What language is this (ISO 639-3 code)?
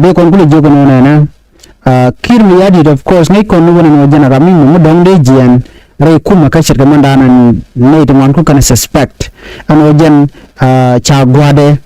nus